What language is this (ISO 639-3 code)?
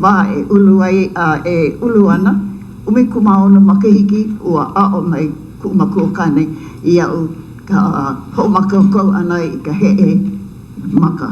haw